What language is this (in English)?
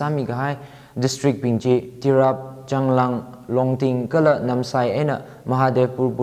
Tangkhul Naga (India)